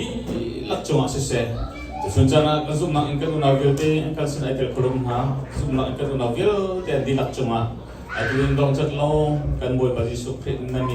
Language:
Hakha Chin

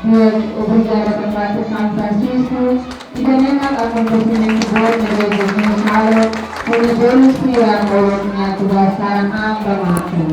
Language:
Tetum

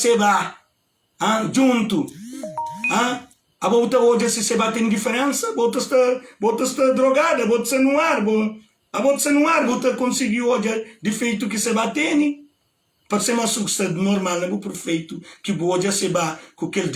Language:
Kabuverdianu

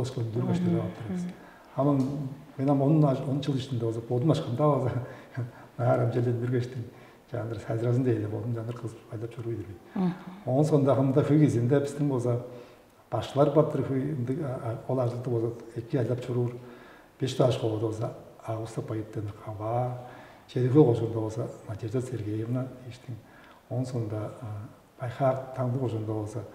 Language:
Tuvinian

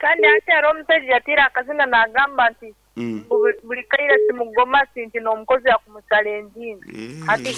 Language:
Nyankole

